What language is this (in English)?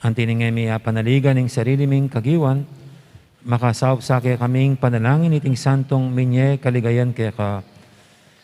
Pampanga